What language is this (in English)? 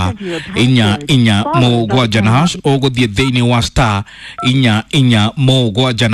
Kikuyu